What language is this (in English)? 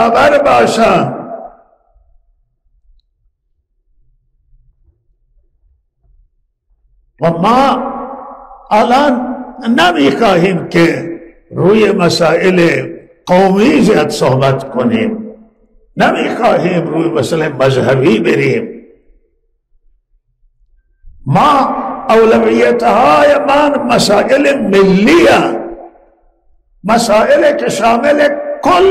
Persian